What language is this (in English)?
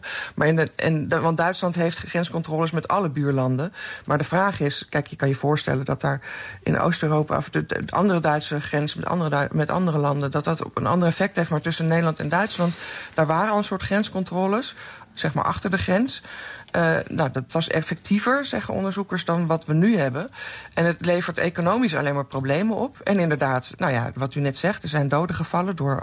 Dutch